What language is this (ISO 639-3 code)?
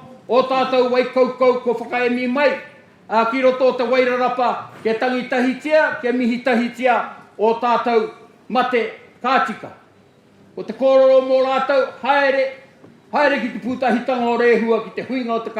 mri